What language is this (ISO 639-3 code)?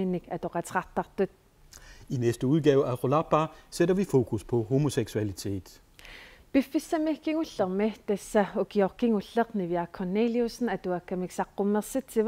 kal